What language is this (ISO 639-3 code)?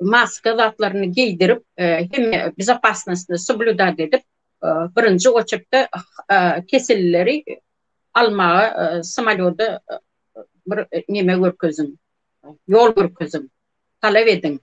tuk